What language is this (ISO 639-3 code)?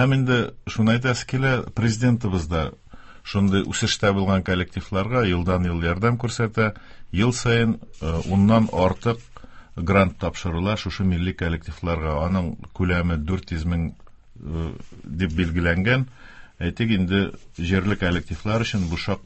tat